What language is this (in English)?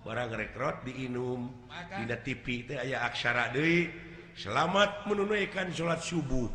Sundanese